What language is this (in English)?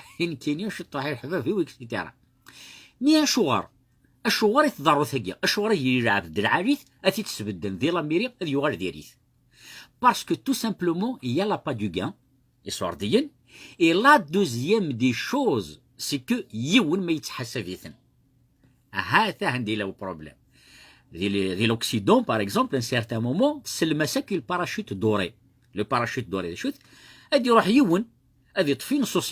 Kabyle